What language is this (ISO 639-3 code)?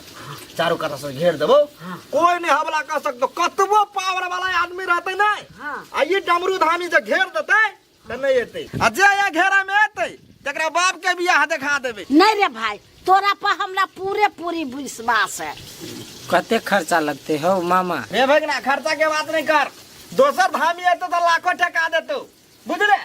mai